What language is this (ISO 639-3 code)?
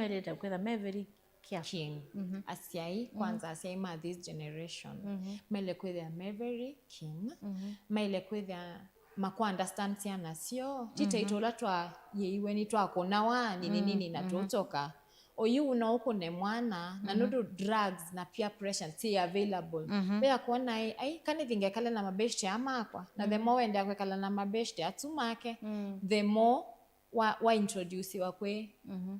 kam